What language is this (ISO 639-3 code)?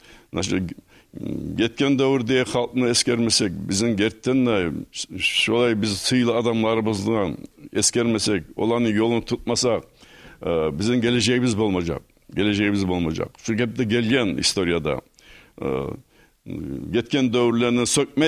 kum